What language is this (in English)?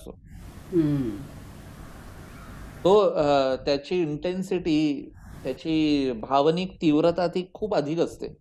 Marathi